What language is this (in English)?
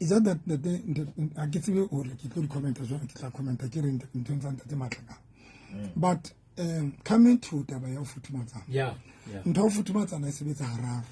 Southern Sotho